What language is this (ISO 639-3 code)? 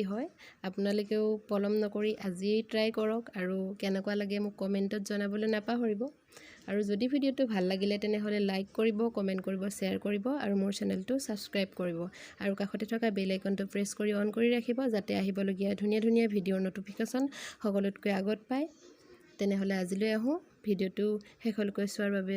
asm